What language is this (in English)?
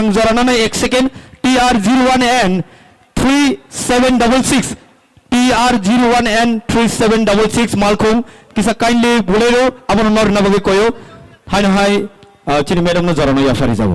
Kok Borok